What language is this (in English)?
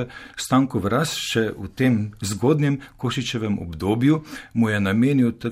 Slovenian